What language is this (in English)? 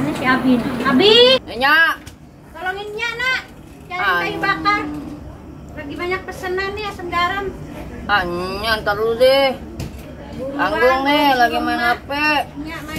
Betawi